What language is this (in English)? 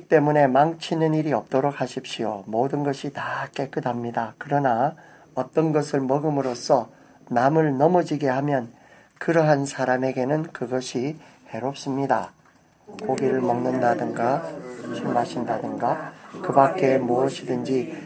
Korean